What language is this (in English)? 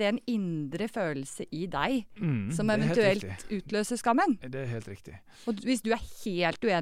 Norwegian